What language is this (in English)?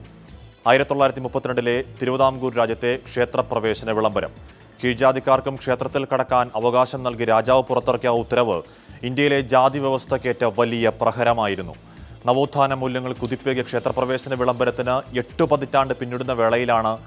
Malayalam